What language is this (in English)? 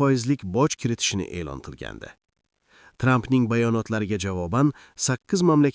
Uzbek